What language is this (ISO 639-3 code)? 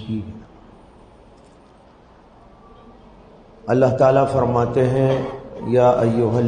urd